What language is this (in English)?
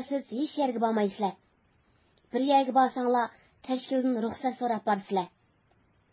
Uyghur